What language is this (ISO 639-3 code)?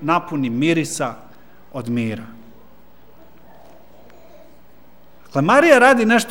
srp